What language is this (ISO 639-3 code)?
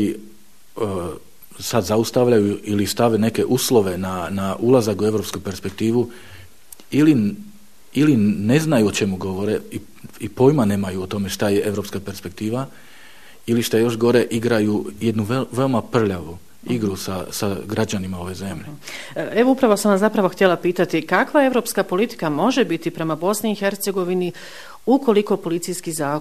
bos